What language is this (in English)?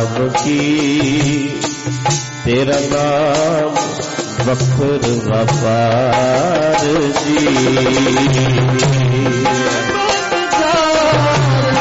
Punjabi